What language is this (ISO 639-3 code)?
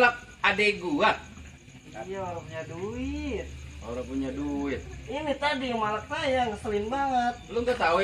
bew